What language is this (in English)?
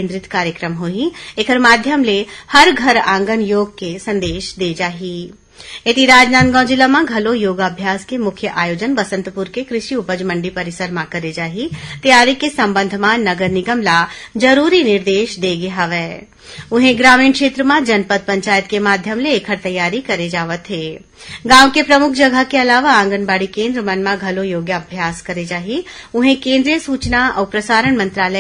Chhattisgarhi